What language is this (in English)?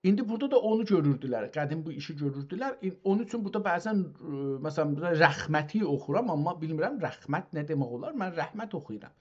South Azerbaijani